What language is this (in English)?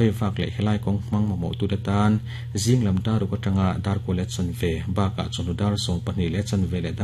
Mizo